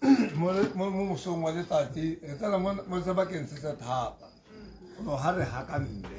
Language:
Tswana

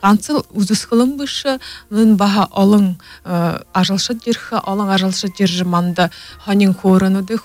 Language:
Buriat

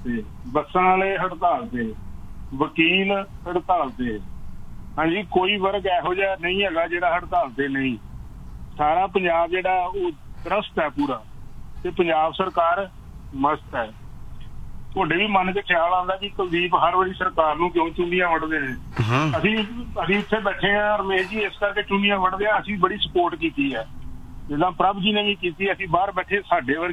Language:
Punjabi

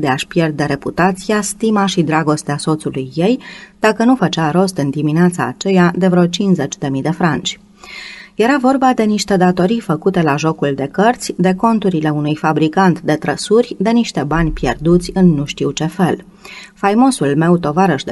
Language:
Romanian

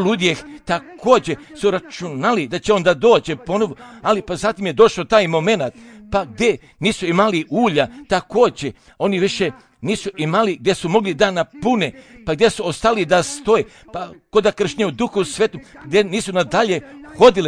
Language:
Croatian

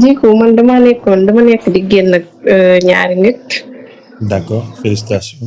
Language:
Wolof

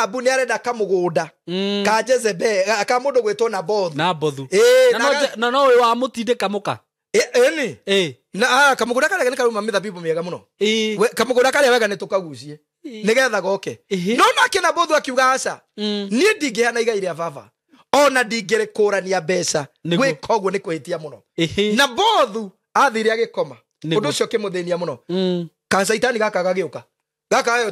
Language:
Kikuyu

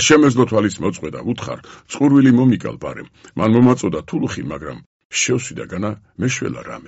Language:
Georgian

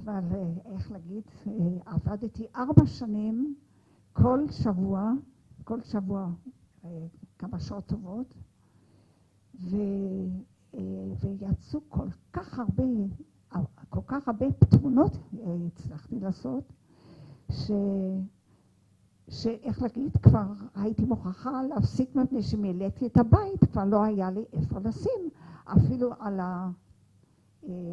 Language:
Hebrew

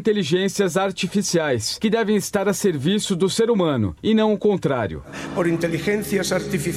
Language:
Portuguese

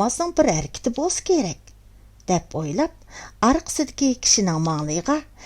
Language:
Uyghur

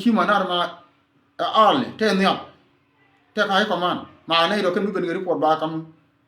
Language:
Nuer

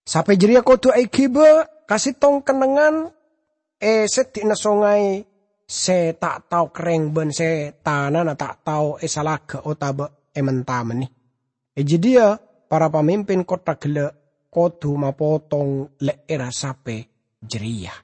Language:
Madurese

